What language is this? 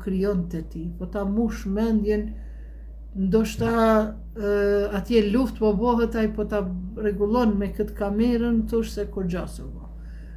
Albanian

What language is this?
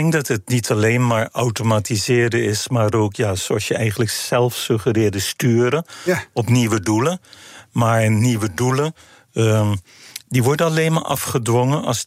Dutch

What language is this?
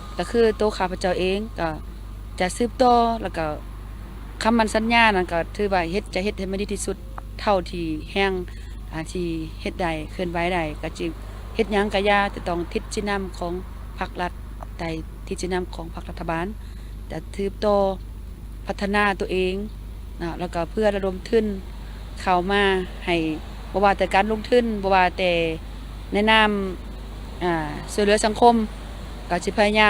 Lao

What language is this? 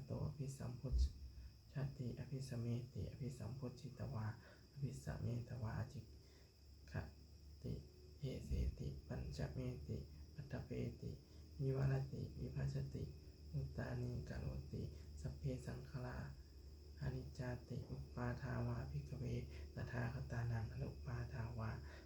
Pali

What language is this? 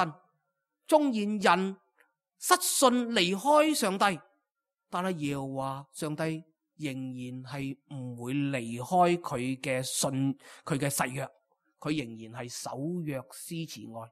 Cantonese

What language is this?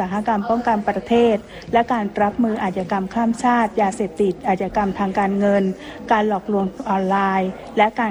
Thai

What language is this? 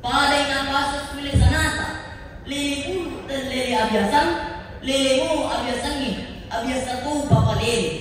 Buginese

